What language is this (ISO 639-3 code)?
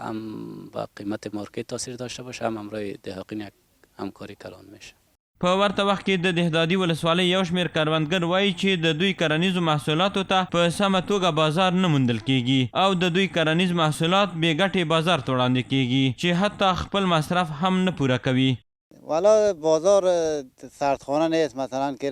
pus